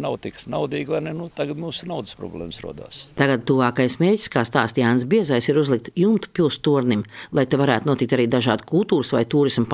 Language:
Latvian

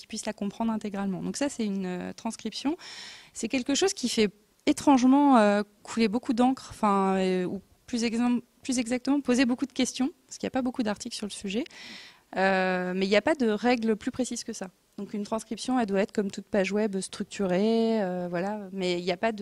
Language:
French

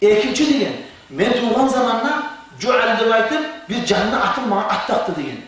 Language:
Kumyk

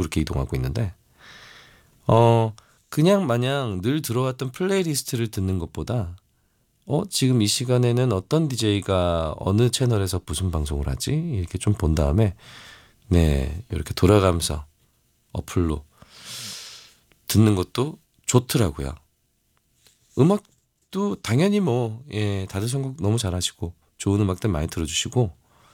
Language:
Korean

